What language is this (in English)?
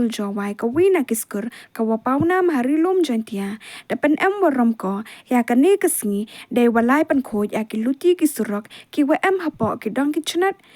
Khasi